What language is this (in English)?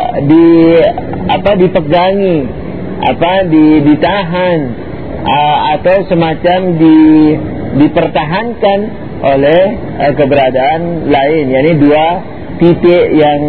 Indonesian